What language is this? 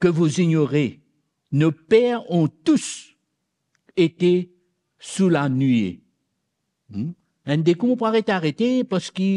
Morisyen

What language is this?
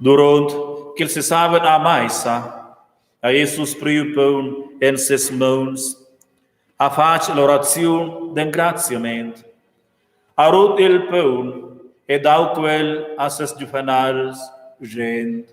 Romansh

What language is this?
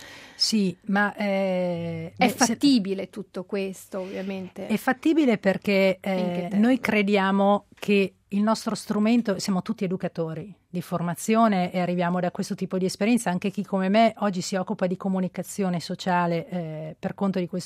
Italian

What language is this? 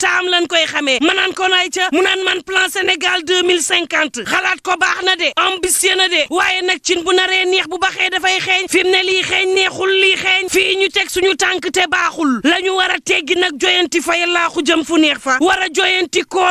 Wolof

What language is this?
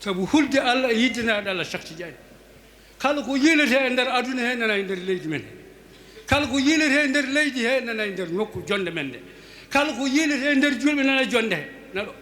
Fula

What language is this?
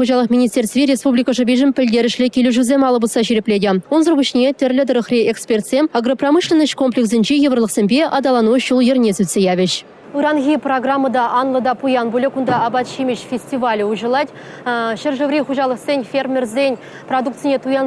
Chuvash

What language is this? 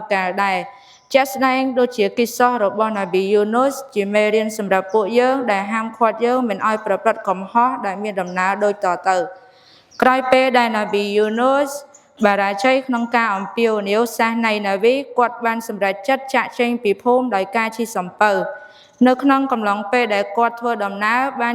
Khmer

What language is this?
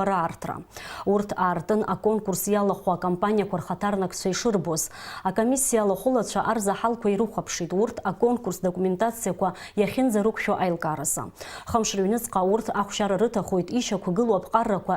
Abkhazian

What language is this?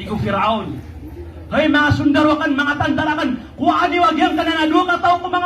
Maranao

